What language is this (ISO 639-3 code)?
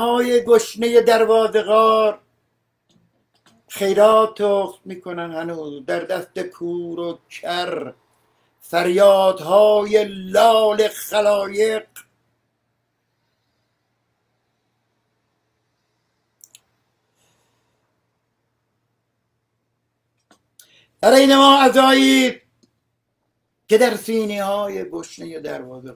fas